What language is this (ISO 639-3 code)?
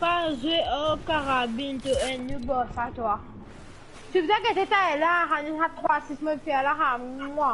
mfe